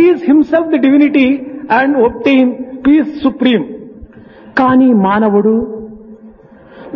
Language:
Telugu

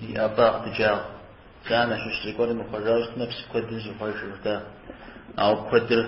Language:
Kabardian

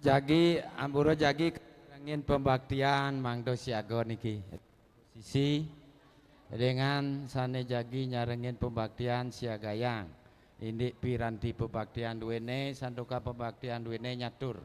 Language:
Balinese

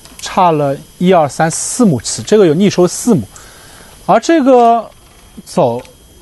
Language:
Chinese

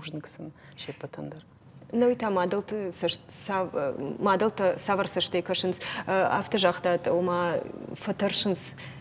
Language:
Ossetic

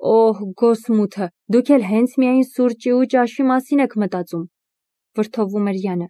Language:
Armenian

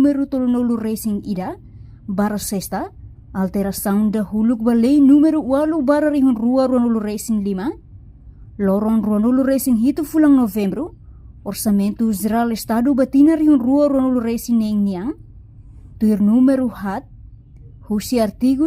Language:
Tetum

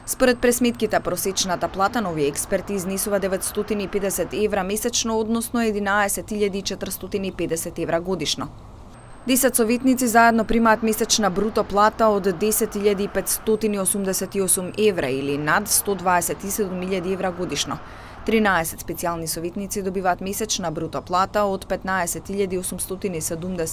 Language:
Macedonian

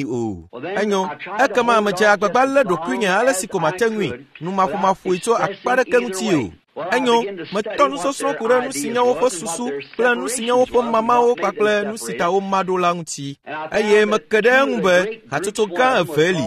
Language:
Ewe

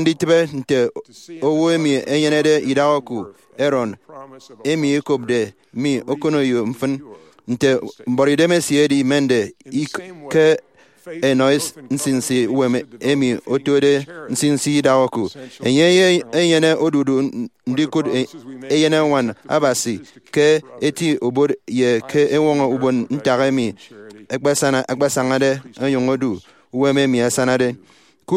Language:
Efik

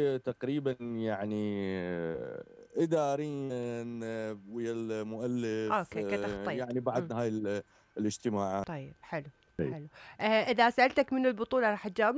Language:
Mesopotamian Arabic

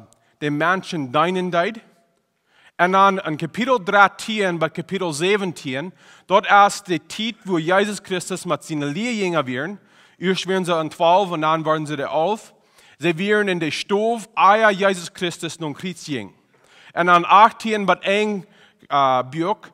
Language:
Plautdietsch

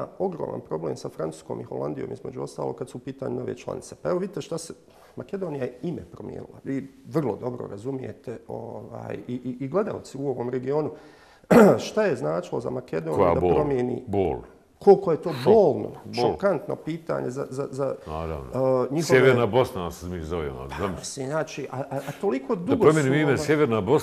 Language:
Bosnian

